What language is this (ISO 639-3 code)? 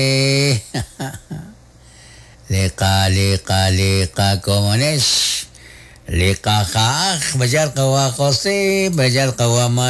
kek